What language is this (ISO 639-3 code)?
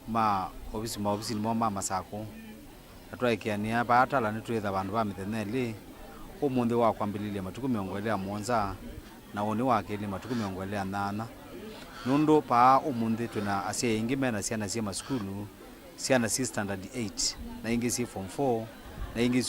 kam